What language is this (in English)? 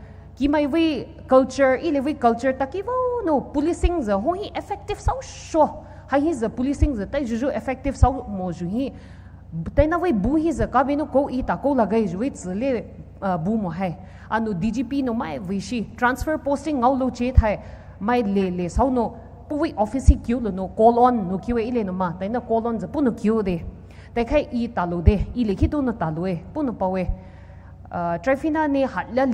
Poumei Naga